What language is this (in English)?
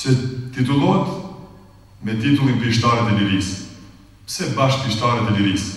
Albanian